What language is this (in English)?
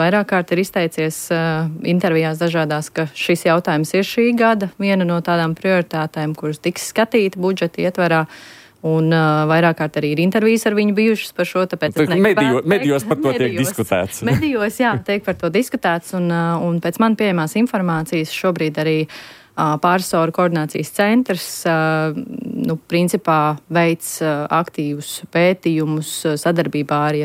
Latvian